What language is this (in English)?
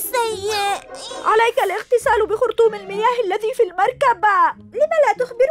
Arabic